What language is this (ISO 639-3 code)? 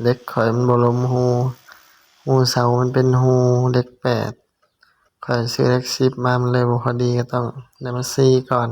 lao